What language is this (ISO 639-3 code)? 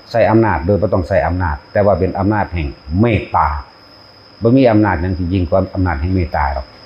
tts